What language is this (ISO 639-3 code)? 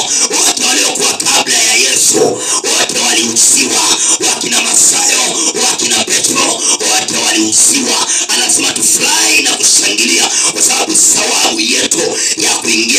swa